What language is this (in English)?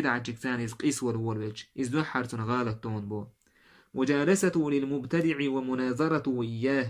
Chechen